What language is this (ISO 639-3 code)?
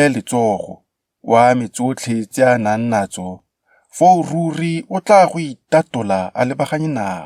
tsn